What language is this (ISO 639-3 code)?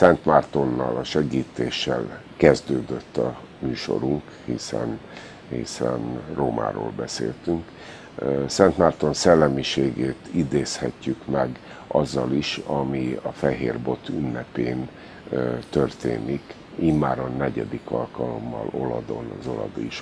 hun